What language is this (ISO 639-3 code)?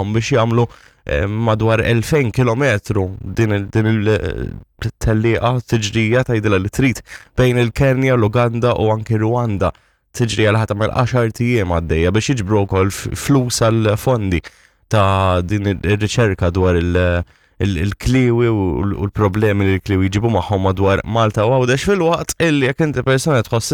mlt